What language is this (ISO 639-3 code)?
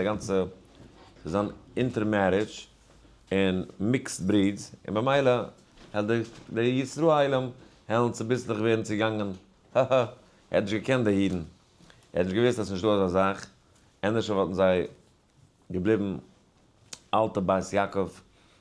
yid